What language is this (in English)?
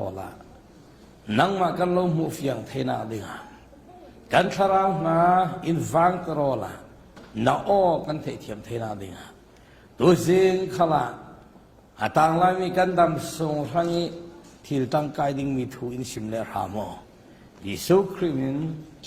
Falam Chin